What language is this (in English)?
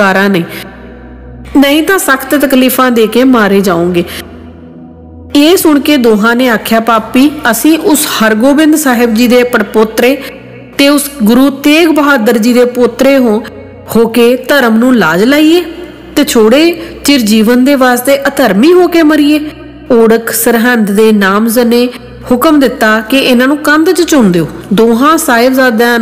Punjabi